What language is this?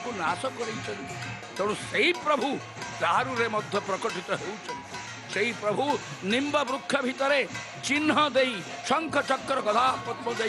Odia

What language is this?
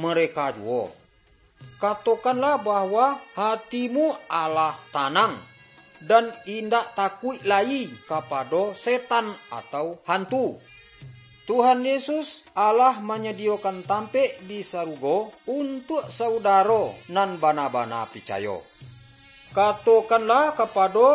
Minangkabau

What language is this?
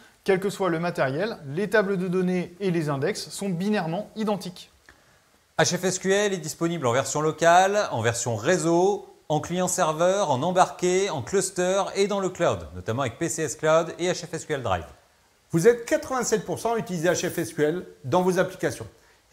French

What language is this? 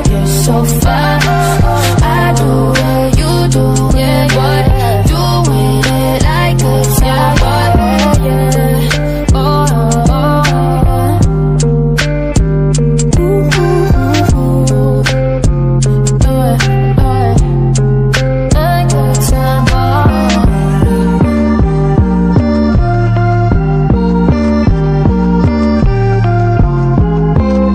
Malay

